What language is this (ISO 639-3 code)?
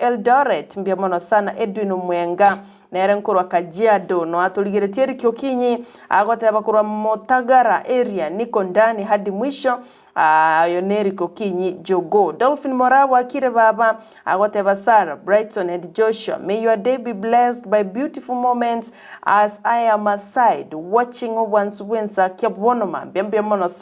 guz